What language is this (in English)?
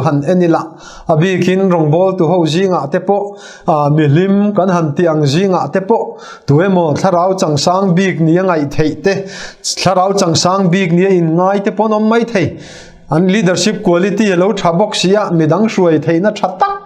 Mizo